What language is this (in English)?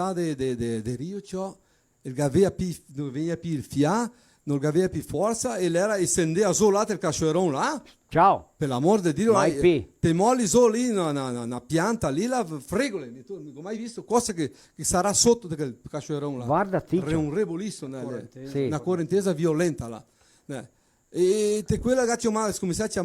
Venetian